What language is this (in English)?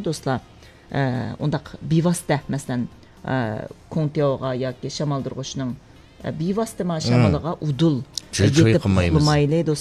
Uyghur